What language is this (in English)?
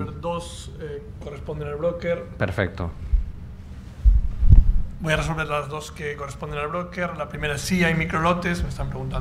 Spanish